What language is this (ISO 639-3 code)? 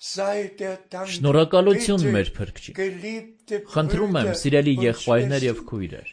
hye